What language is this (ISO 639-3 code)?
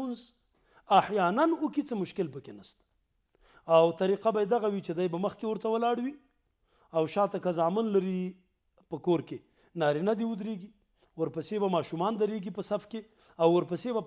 pus